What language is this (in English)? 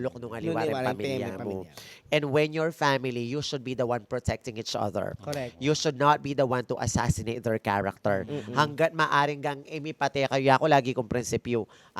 Pampanga